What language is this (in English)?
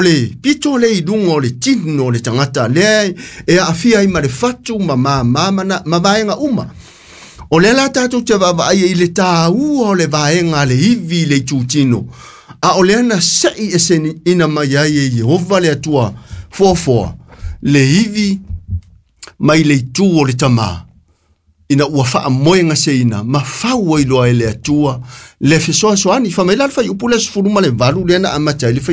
Samoan